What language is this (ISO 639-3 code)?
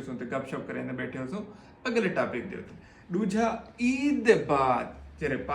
skr